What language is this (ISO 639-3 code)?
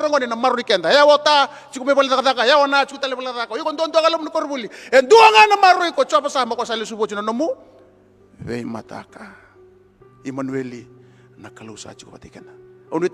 fij